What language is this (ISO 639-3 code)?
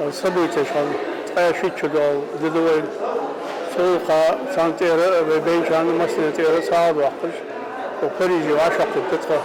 inh